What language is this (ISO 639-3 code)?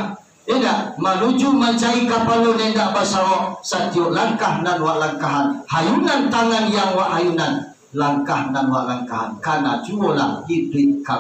min